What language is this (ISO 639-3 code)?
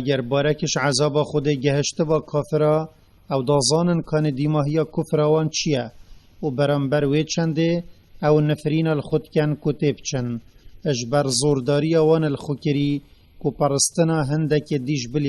kur